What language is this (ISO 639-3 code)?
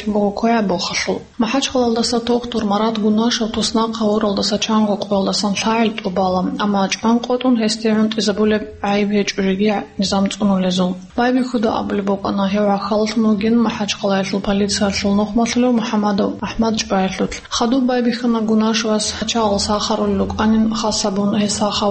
ava